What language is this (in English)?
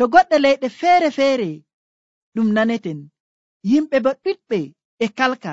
Nigerian Fulfulde